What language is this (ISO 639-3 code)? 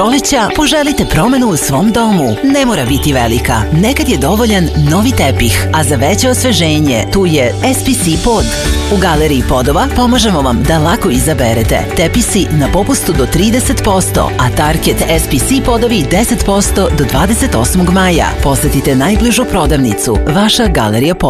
srp